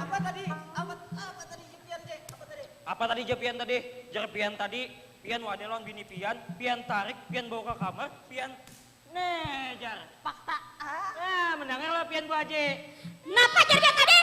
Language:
Banjar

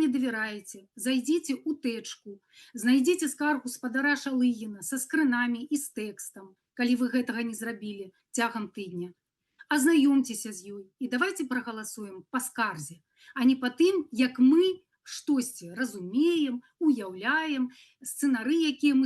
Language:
Belarusian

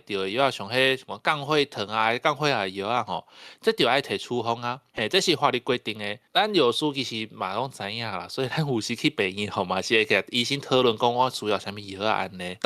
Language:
Min Nan Chinese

